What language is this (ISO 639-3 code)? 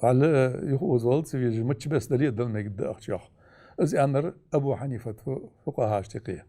inh